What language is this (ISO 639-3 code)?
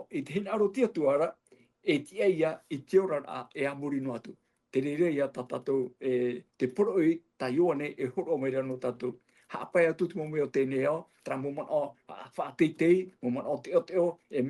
tah